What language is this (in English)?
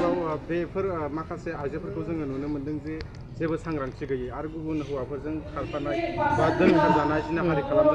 Bodo